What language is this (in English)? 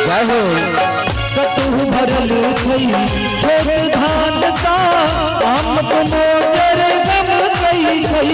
Maithili